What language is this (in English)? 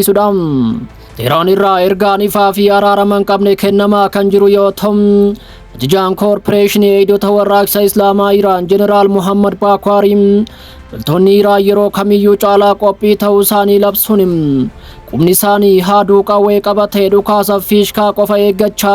Oromo